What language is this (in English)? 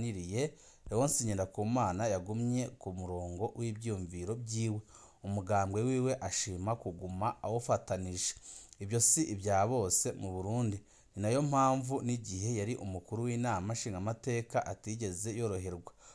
Rundi